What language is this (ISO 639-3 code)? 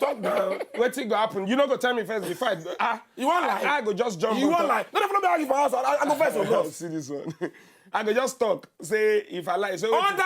pcm